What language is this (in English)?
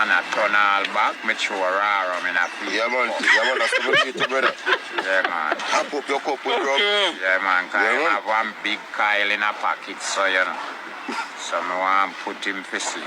Jamaican Creole English